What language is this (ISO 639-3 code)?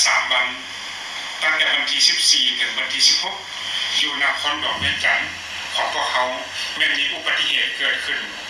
lao